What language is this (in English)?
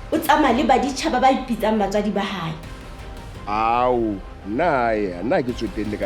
Southern Sotho